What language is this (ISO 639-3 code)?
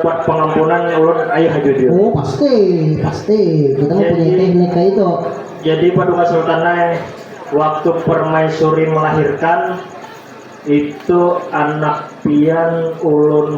bjn